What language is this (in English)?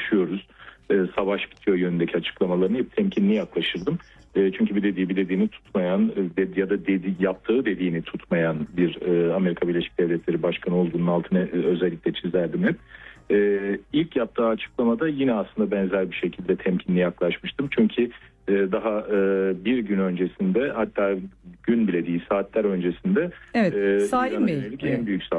Turkish